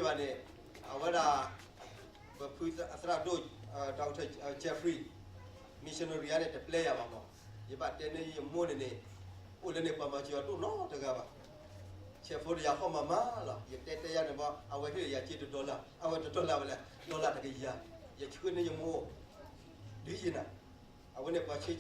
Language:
S'gaw Karen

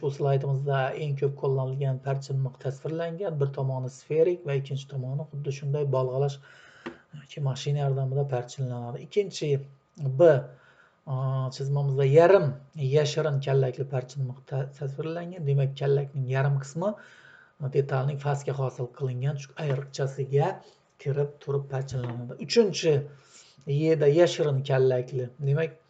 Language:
Uzbek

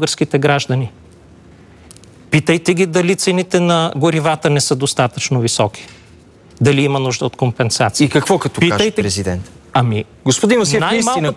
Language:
Bulgarian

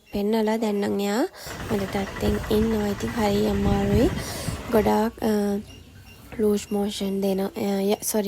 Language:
Sinhala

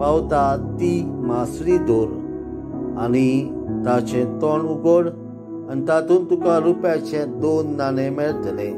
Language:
Konkani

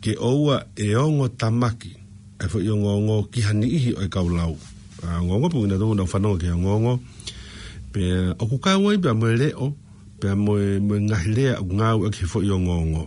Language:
Tongan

